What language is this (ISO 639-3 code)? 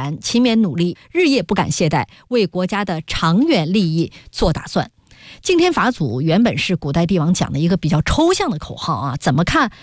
zho